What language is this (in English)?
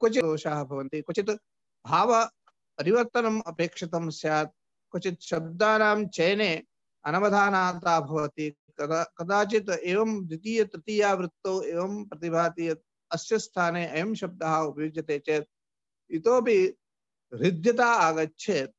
Sanskrit